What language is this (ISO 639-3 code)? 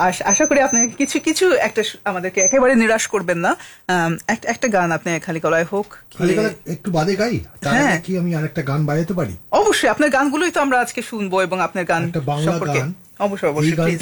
ben